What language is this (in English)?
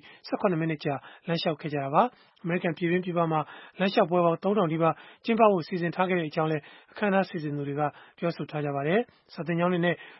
Burmese